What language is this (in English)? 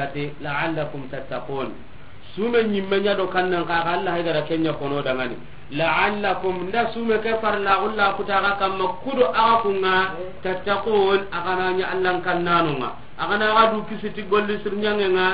Soninke